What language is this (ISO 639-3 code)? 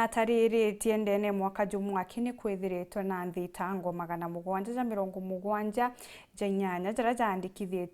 mer